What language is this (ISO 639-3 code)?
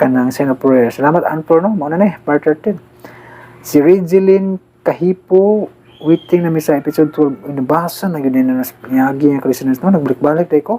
ceb